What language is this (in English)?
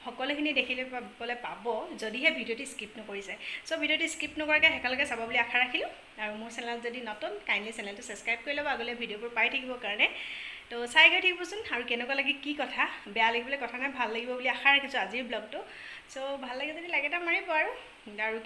Assamese